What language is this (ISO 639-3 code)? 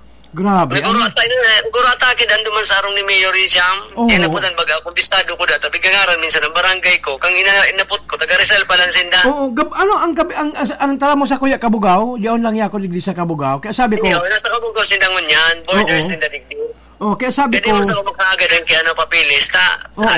bik